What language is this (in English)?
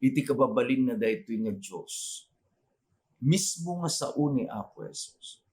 Iloko